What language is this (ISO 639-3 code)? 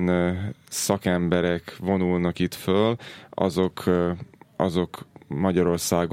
hun